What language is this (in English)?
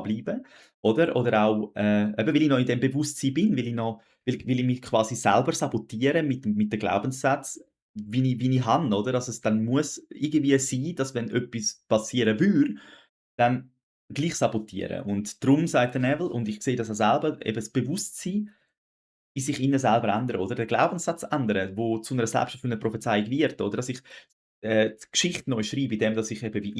Swiss German